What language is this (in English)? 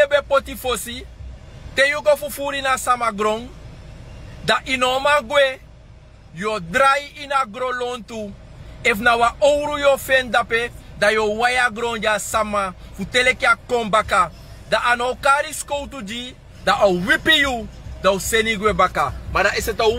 Sranan Tongo